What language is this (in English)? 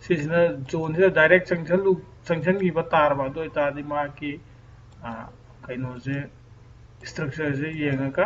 Manipuri